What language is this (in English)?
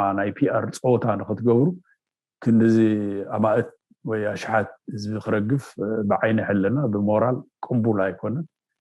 Tigrinya